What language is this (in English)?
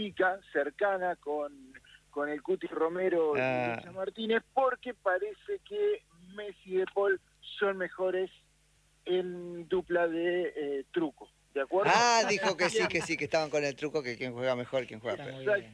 Spanish